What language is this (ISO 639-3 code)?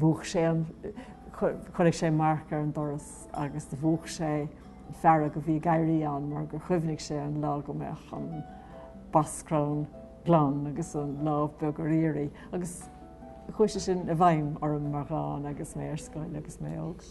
gle